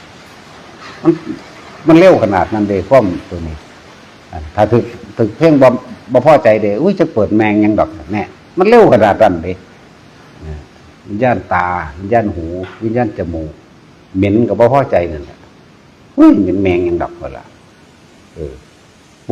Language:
Northeastern Thai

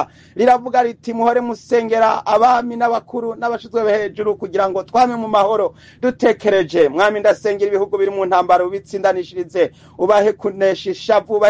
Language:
Rundi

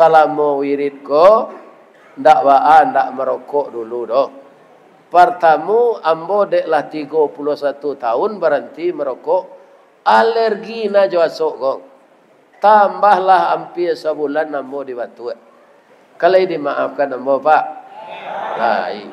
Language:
Minangkabau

